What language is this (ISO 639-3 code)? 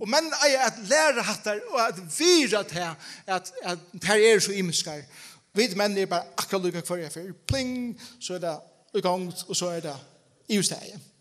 fao